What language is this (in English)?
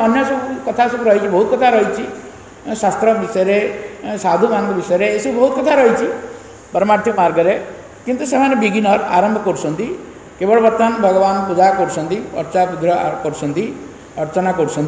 Odia